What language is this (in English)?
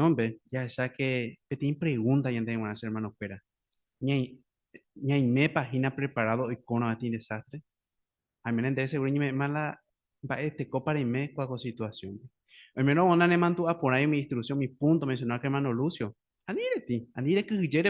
Guarani